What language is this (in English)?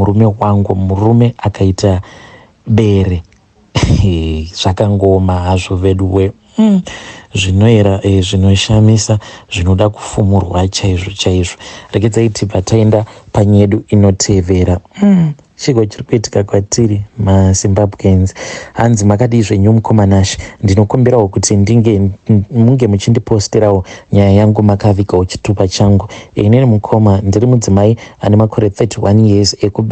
Shona